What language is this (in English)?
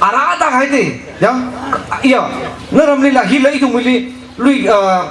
Tangkhul Naga (India)